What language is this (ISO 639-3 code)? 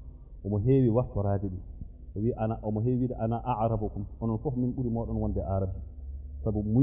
ful